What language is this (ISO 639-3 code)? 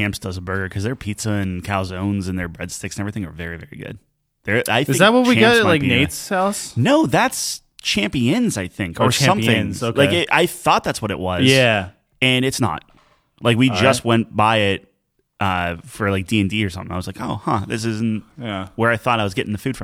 eng